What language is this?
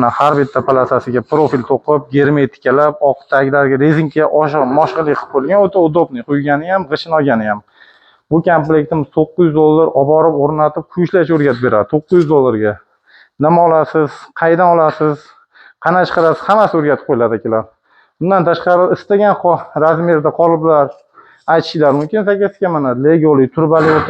Uzbek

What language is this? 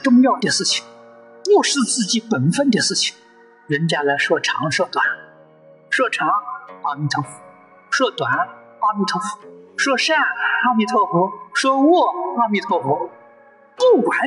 Chinese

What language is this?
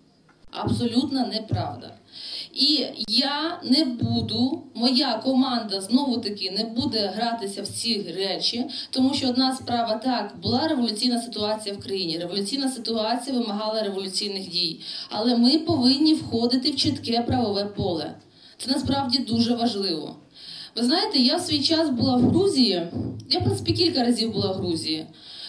Ukrainian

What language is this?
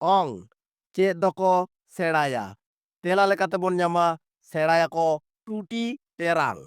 Santali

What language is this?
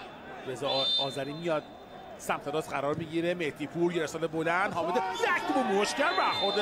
Persian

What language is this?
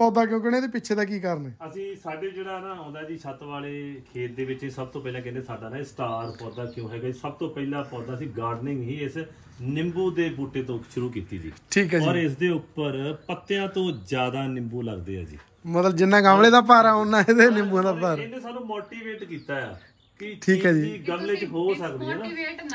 Punjabi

